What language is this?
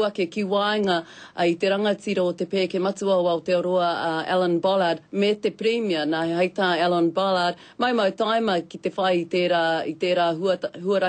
Māori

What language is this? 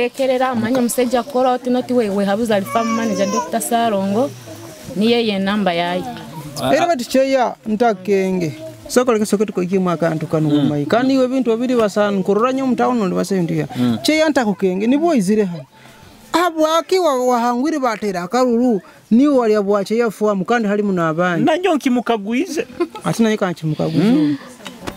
Nyoro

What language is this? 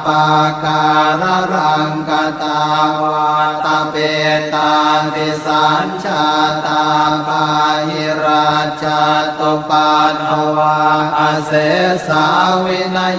Pali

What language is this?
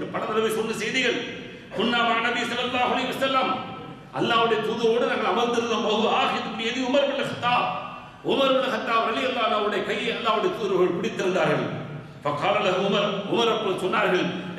Tamil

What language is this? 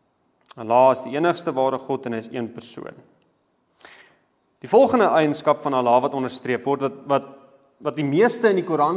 Afrikaans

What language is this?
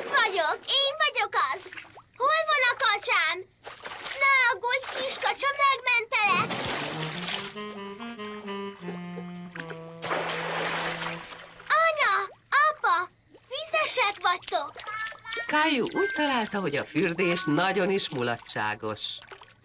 Hungarian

